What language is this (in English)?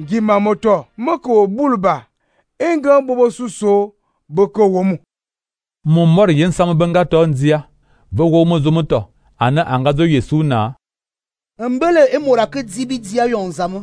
Fang